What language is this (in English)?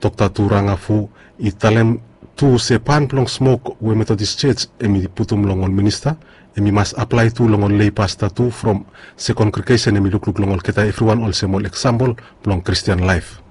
Bislama